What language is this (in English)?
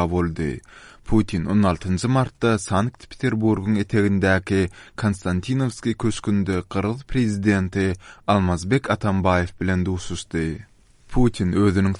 Turkmen